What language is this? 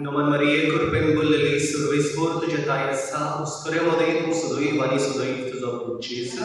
Konkani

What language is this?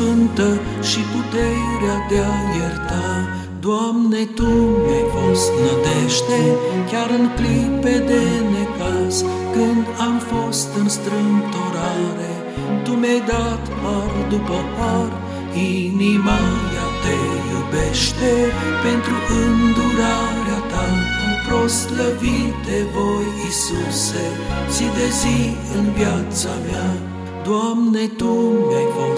Romanian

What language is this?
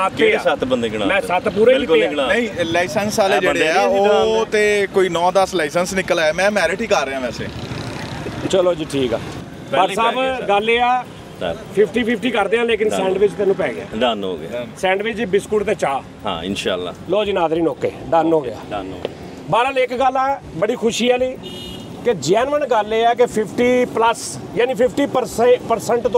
Punjabi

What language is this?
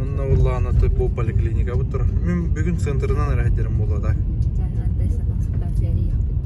Yakut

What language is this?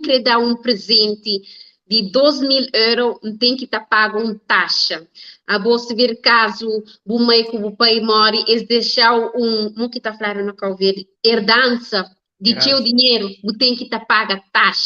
Kabuverdianu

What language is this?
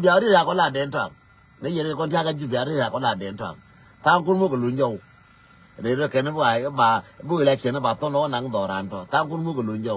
Nuer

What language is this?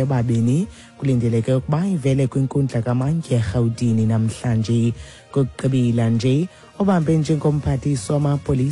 Xhosa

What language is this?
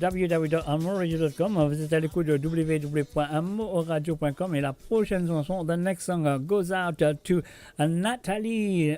Morisyen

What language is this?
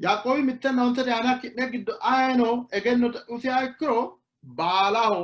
Sidamo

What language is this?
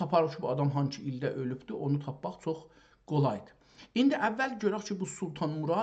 South Azerbaijani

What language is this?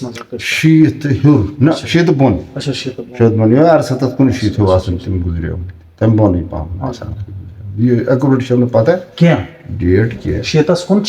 Kashmiri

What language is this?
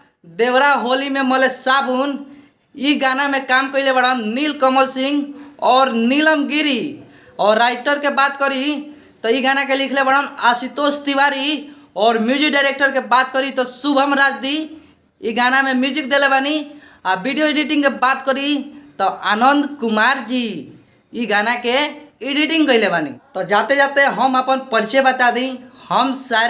Bhojpuri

